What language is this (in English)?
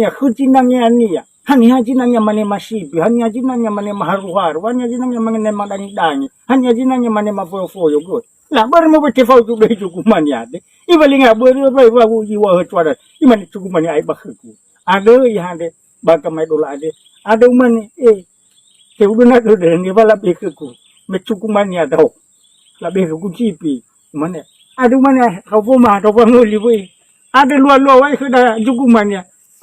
Nias